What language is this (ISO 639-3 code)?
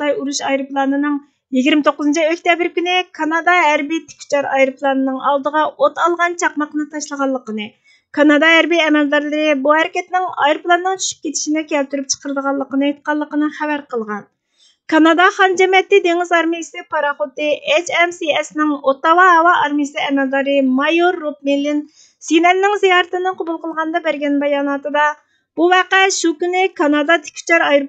uig